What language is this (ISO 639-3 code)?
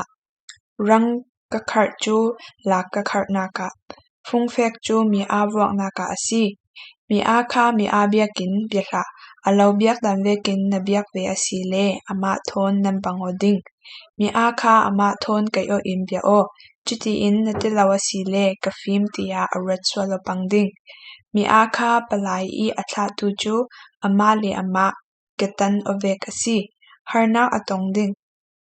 cfm